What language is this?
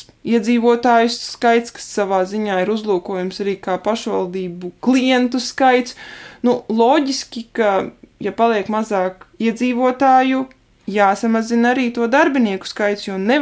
Latvian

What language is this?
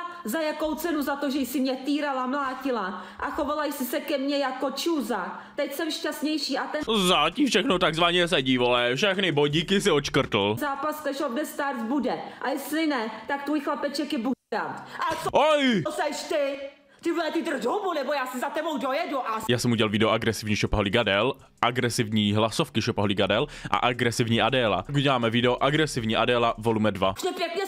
Czech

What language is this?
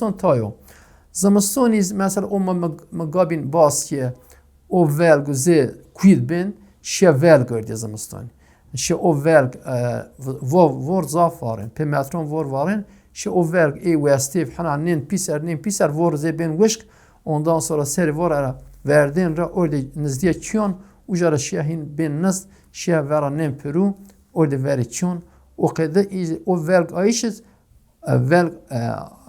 Zaza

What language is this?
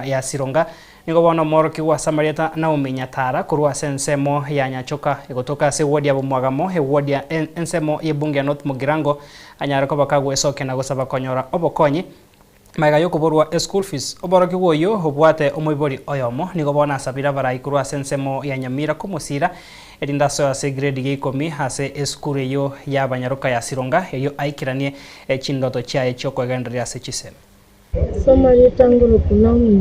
Gusii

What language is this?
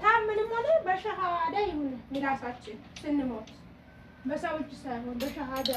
Amharic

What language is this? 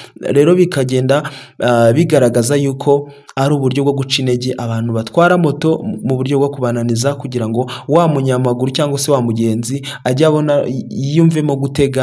Kinyarwanda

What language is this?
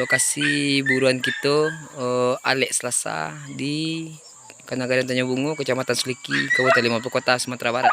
Minangkabau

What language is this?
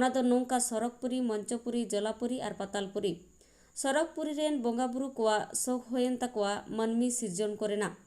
Santali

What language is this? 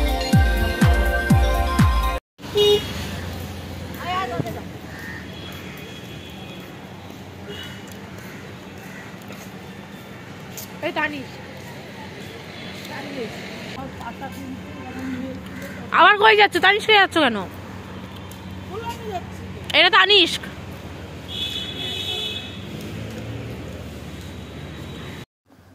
Bangla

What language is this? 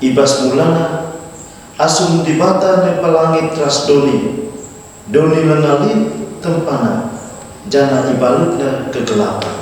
Batak Karo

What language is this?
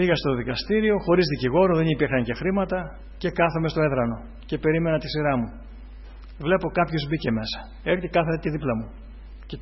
Greek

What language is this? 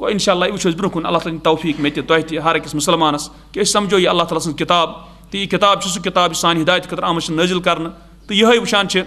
Kashmiri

